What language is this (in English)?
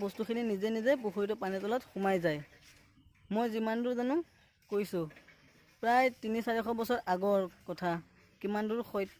Assamese